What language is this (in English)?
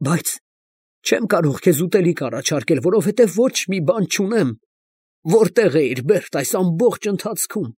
Armenian